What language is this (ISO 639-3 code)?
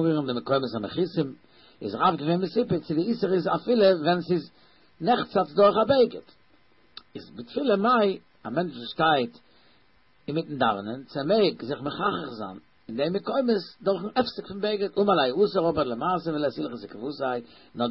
yid